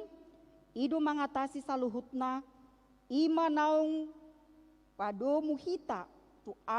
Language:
Batak Toba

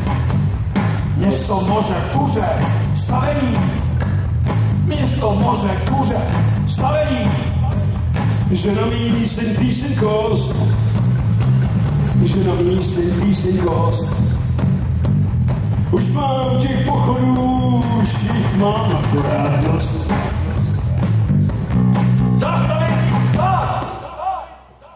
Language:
Czech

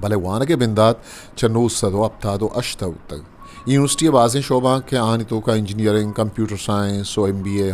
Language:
Eastern Balochi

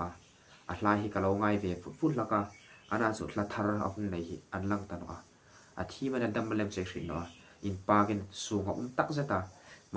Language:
Hmar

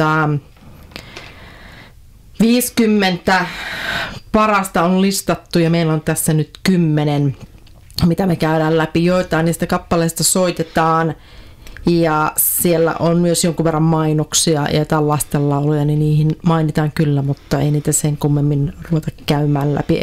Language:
Finnish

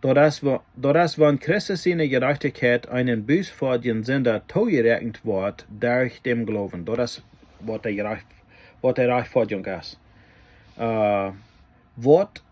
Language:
Plautdietsch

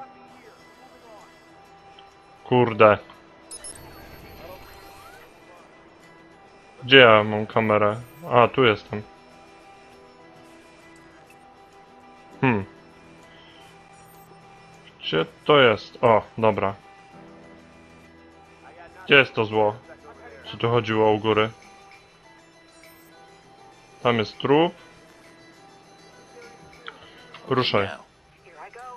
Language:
Polish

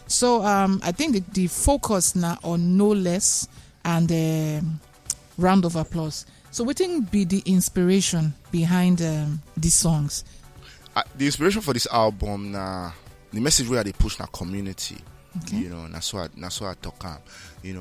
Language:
Nigerian Pidgin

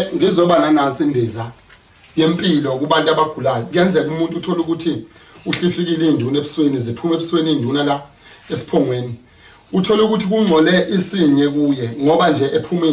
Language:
Zulu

